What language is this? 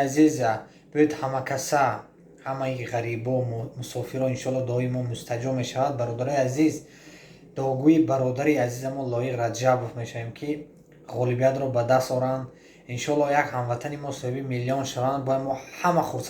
Tajik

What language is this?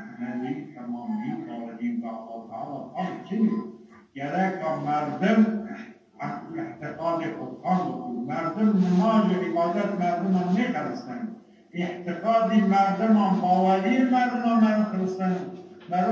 Zaza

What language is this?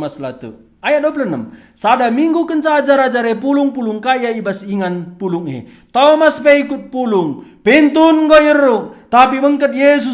Batak Karo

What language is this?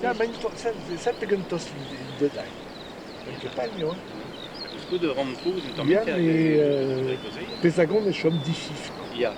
Breton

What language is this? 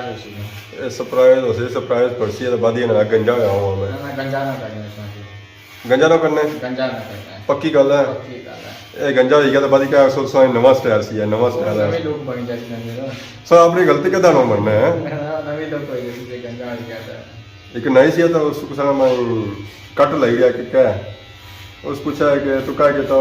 Pahari-Potwari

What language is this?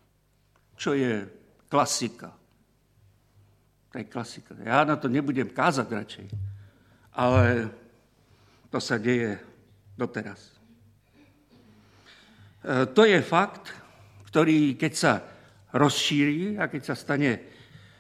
Slovak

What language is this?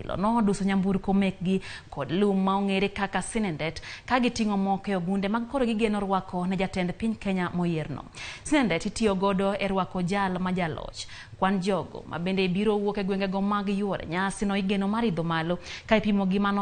Luo (Kenya and Tanzania)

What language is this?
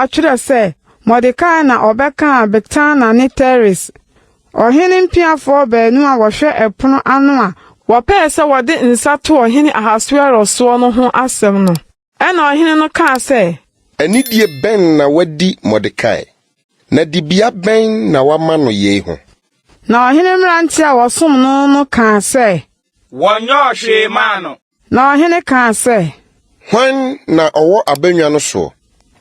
Akan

